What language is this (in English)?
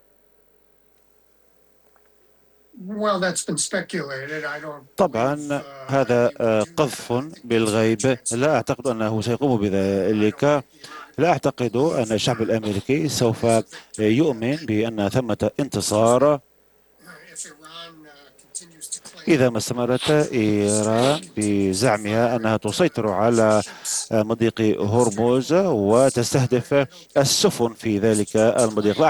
Arabic